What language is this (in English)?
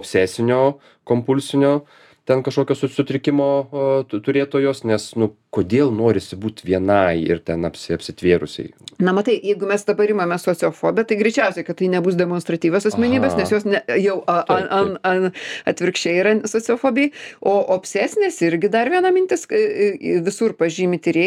Lithuanian